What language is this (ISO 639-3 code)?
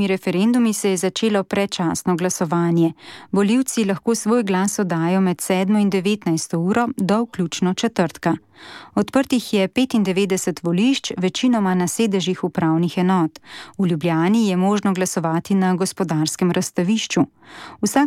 slv